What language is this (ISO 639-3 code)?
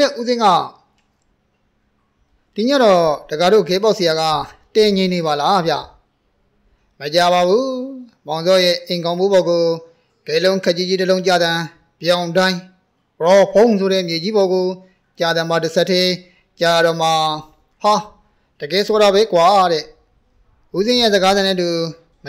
mya